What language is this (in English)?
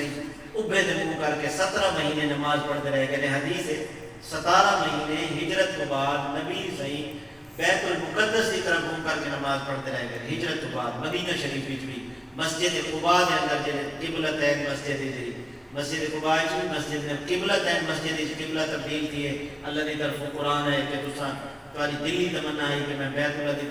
Saraiki